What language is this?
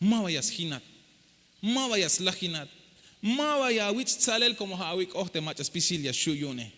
Tzeltal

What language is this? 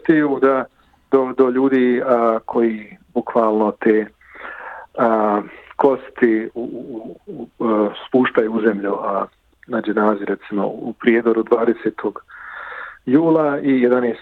Bosnian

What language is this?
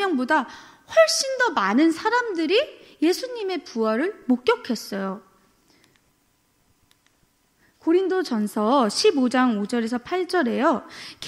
Korean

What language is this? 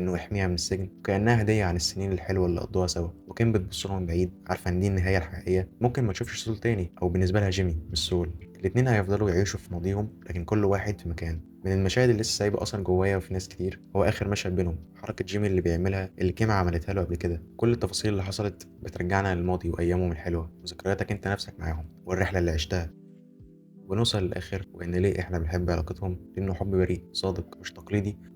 Egyptian Arabic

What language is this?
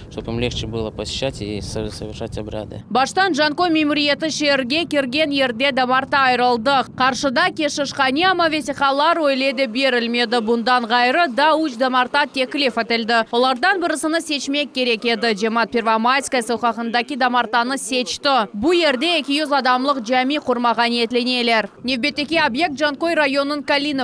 Crimean Tatar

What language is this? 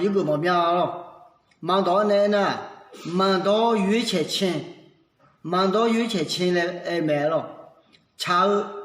Akha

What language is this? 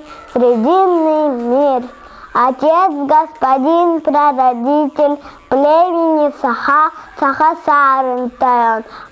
Yakut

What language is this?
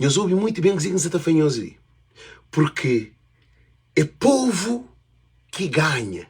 Kabuverdianu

